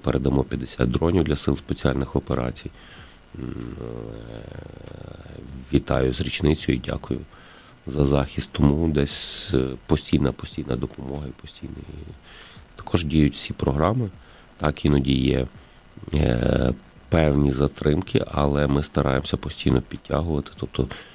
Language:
Ukrainian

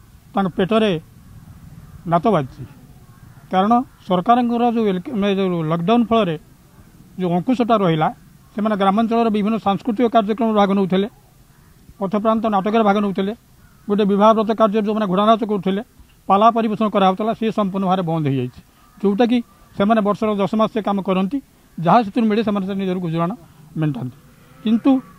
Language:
Odia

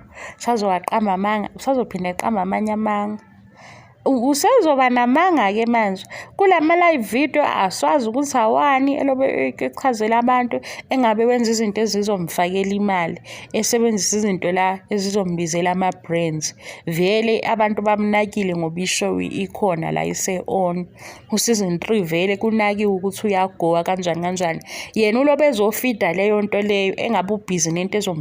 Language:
Zulu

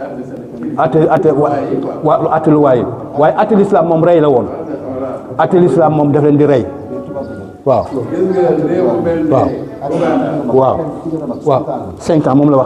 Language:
Wolof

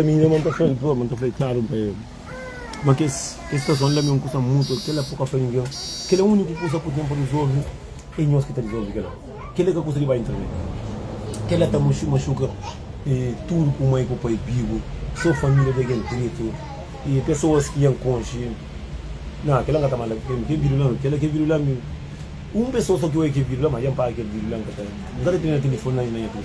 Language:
Kabuverdianu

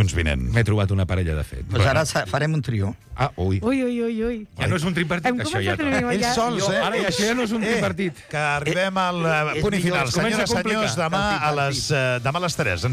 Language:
Catalan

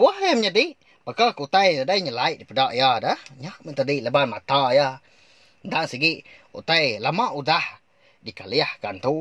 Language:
Iban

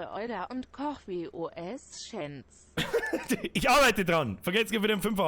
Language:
Bavarian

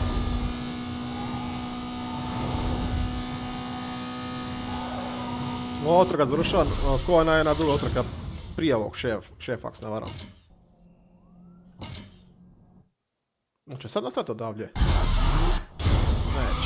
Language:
Croatian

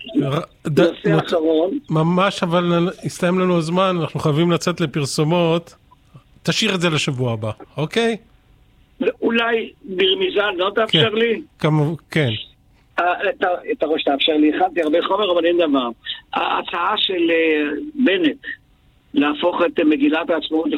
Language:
Hebrew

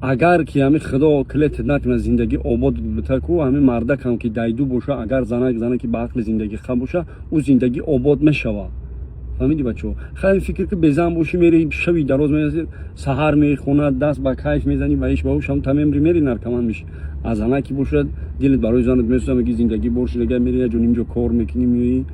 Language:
Tajik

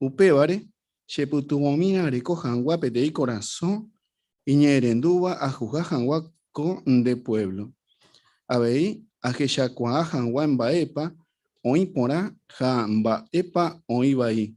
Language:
Guarani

